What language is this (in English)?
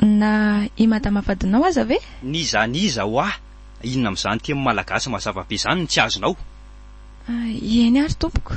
Malagasy